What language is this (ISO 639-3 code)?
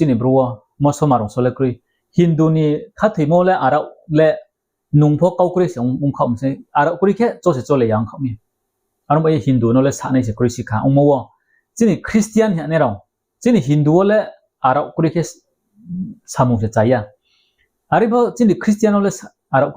ria